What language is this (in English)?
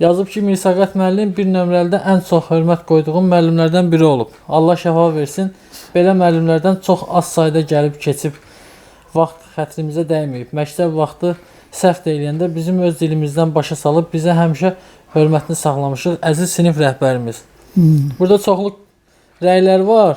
Azerbaijani